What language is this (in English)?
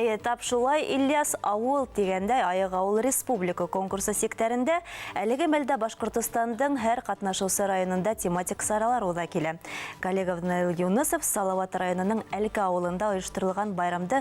Bashkir